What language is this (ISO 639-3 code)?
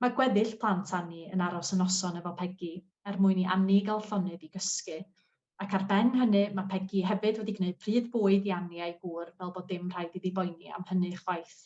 cym